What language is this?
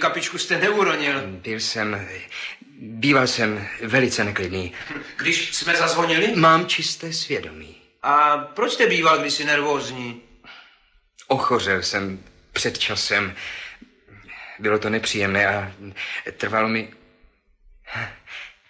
Czech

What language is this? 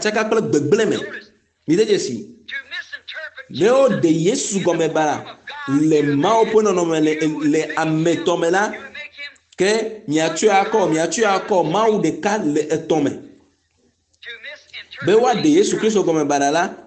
Ewe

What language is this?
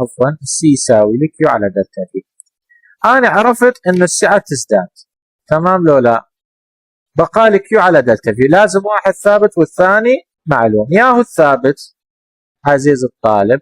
Mesopotamian Arabic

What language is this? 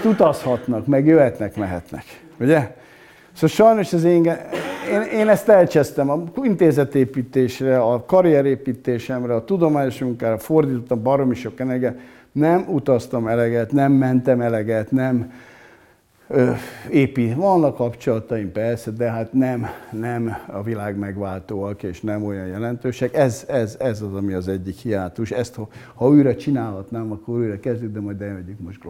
Hungarian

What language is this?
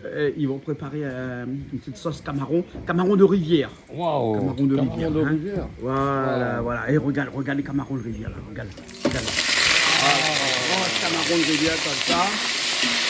Réunion Creole French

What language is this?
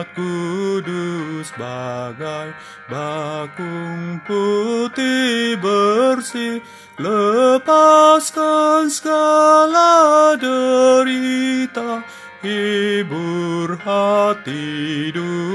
Indonesian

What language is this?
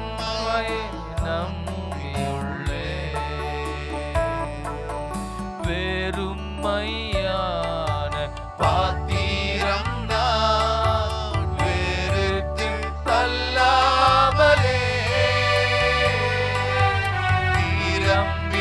Tamil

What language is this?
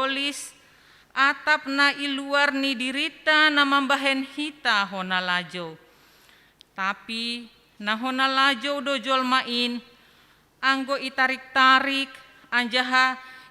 Batak Simalungun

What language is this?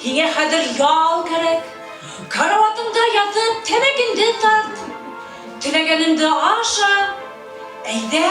Bashkir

